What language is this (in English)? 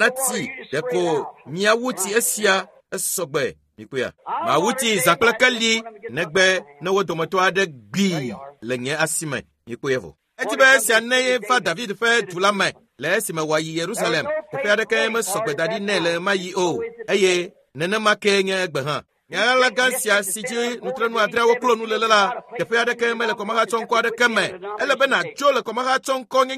Ewe